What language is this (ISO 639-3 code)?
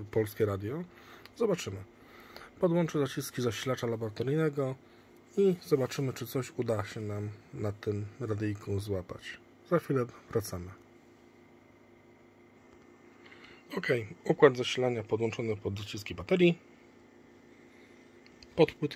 pol